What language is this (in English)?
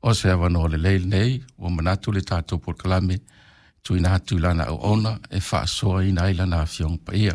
Samoan